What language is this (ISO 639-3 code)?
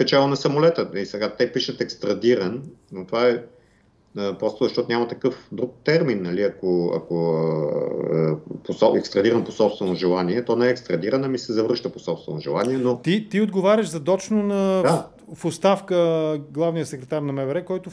bul